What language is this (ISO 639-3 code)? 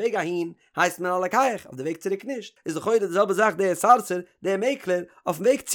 yid